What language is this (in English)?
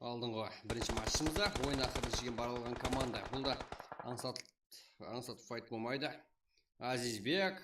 Kara-Kalpak